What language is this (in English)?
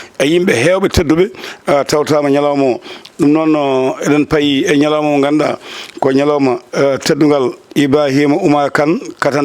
Fula